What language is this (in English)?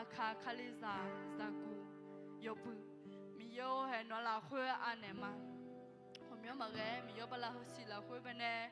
Akha